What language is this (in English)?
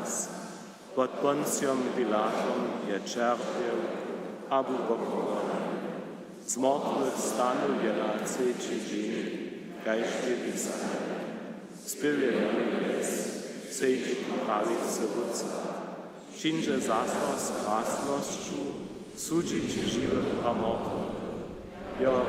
Upper Sorbian